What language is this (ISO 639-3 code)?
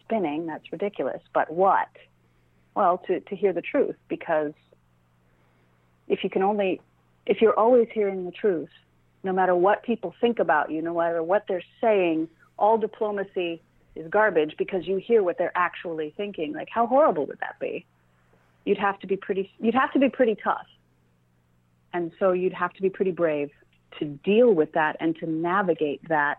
eng